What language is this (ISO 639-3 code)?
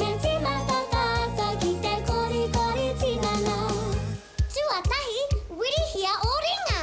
mri